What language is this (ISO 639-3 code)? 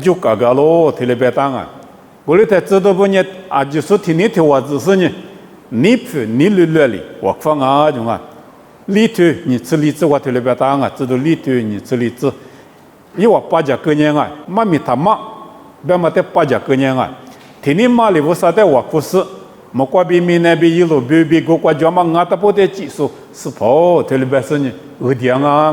lis